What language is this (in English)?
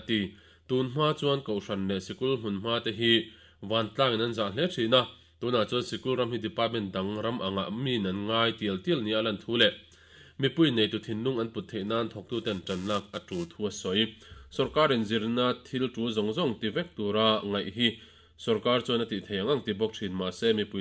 Mizo